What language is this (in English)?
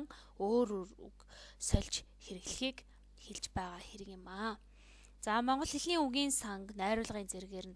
Mongolian